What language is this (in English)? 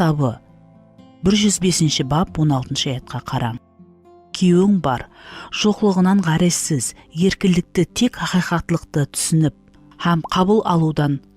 Kara-Kalpak